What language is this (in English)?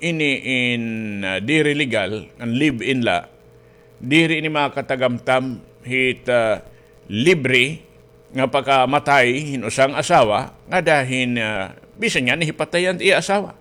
Waray